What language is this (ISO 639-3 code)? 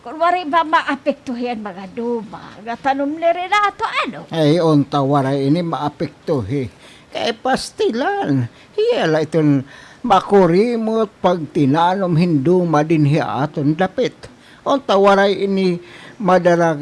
war